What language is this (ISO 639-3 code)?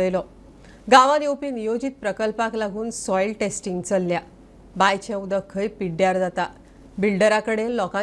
kok